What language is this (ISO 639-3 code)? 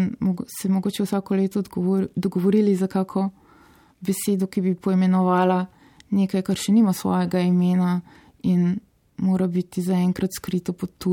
slv